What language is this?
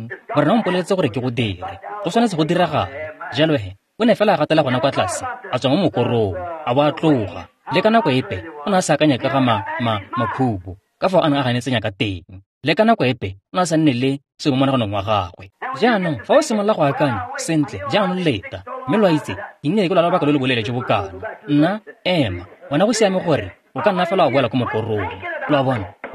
Tswana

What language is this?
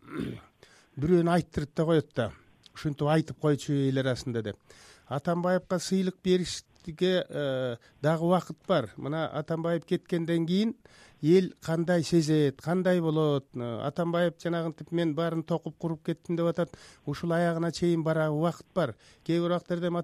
Kyrgyz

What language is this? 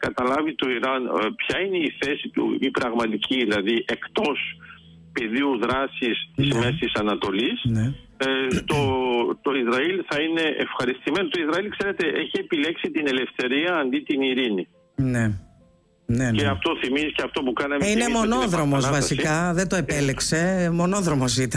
Greek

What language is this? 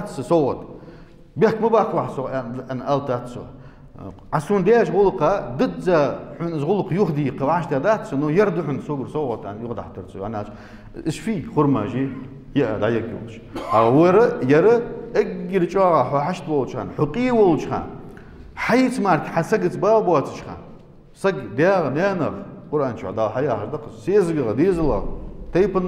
Ingush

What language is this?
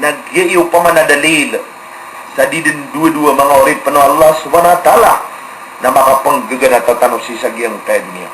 Maranao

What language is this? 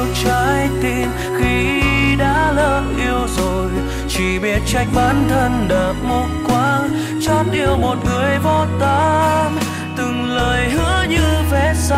Vietnamese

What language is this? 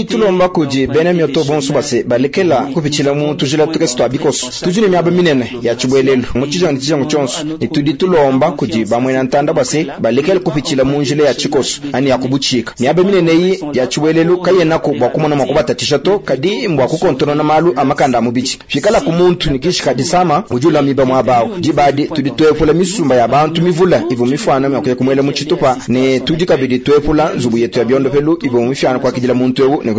Luba-Lulua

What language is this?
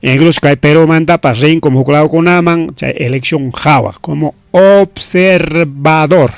Ayacucho Quechua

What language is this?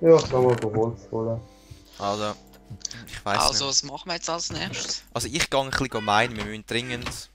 Swiss German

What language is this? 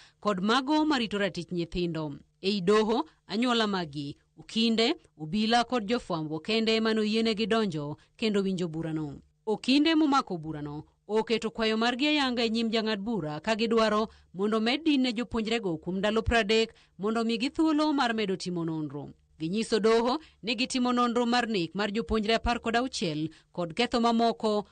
Luo (Kenya and Tanzania)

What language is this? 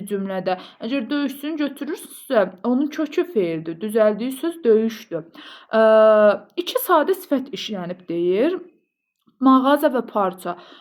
Azerbaijani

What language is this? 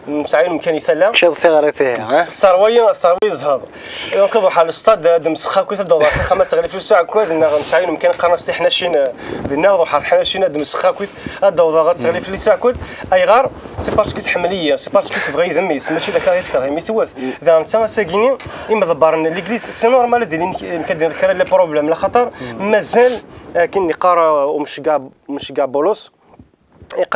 Kabyle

